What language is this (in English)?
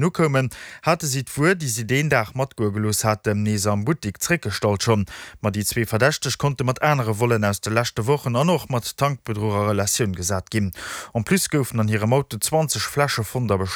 Luxembourgish